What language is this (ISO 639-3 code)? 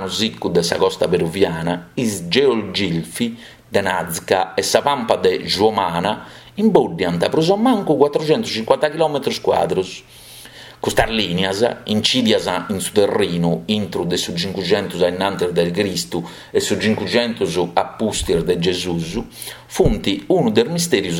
srd